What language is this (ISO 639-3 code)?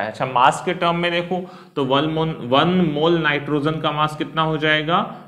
hin